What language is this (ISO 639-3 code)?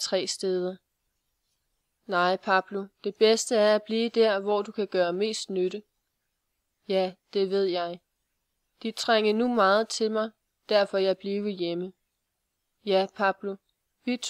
dan